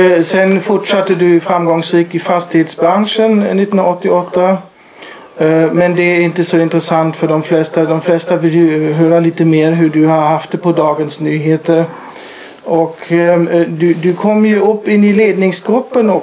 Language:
Swedish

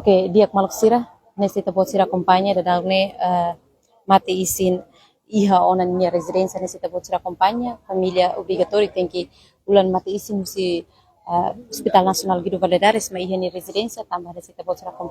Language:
Tetum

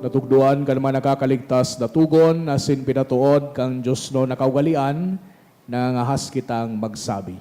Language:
Bikol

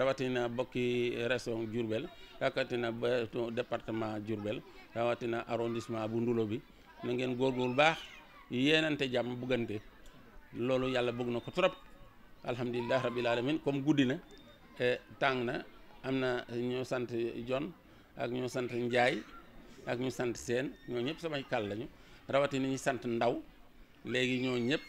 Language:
Wolof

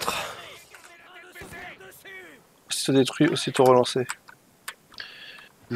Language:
French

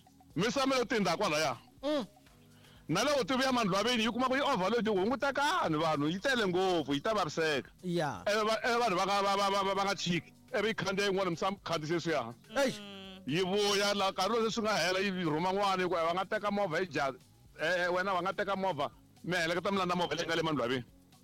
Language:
Tsonga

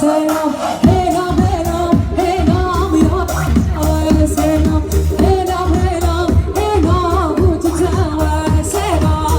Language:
Kurdish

